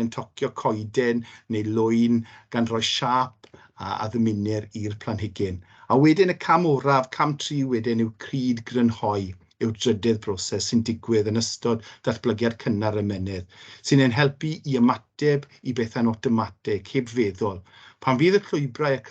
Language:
Welsh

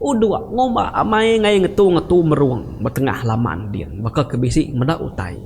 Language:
Iban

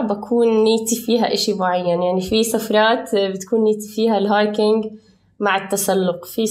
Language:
North Levantine Arabic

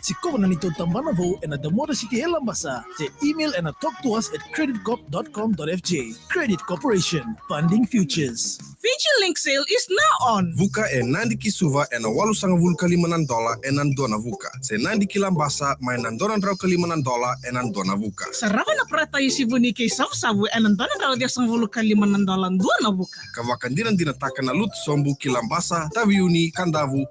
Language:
Fijian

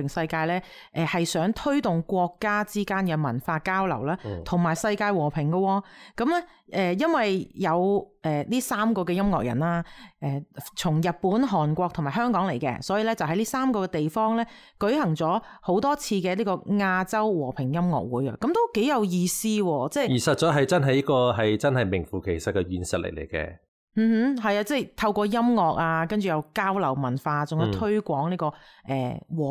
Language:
Cantonese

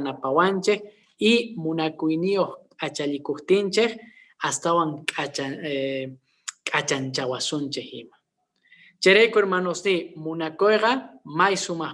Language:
Quechua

